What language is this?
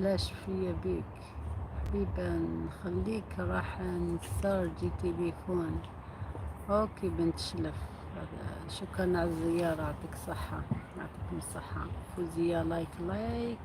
Algerian Arabic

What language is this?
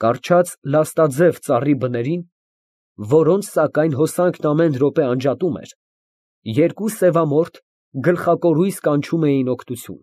Armenian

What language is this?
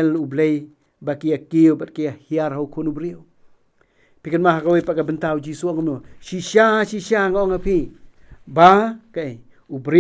Khasi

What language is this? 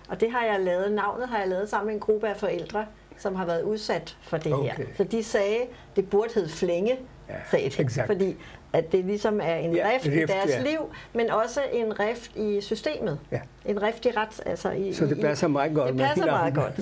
Danish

